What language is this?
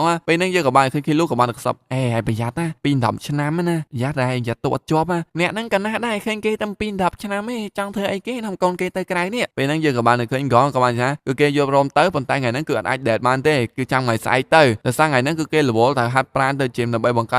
Khmer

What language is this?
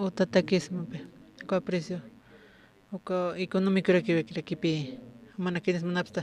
Aymara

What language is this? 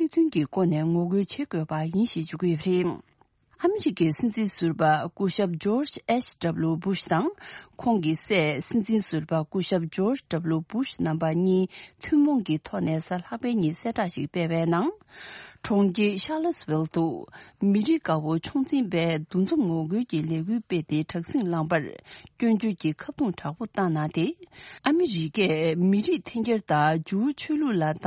Tibetan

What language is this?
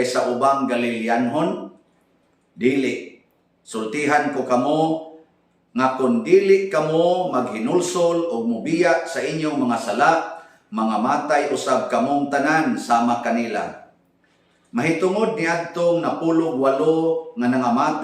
Cebuano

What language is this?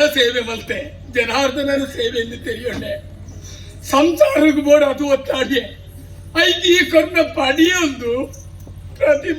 Tulu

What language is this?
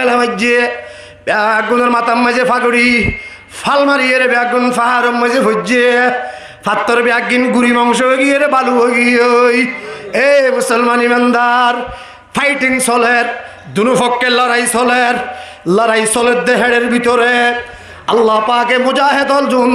Rohingya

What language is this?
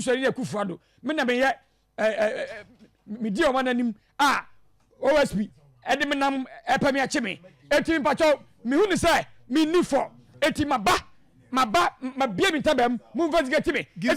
Akan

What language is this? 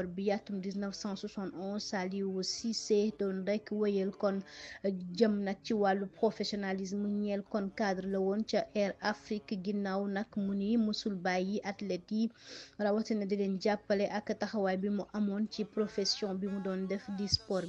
Wolof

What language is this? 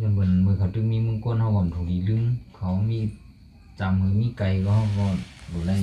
Shan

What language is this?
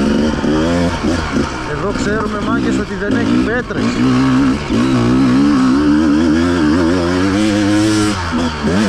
Greek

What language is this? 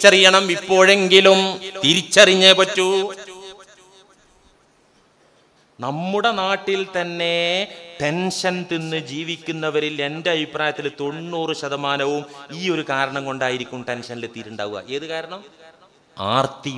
Malayalam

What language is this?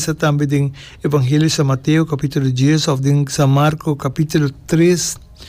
Papiamento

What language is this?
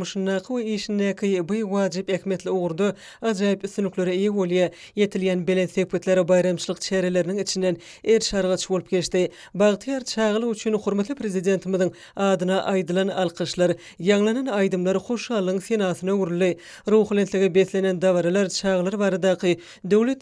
Turkmen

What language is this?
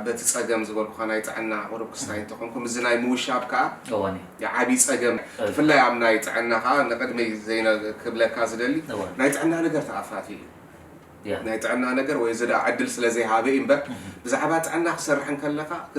Tigrinya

